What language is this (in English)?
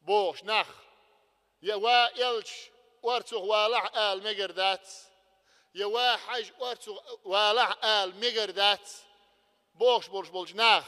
Chechen